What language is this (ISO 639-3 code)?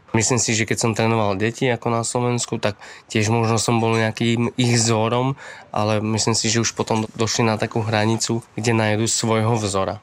slk